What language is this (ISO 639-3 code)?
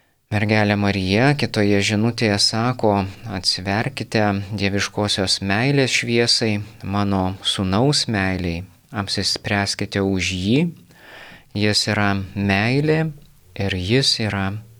lit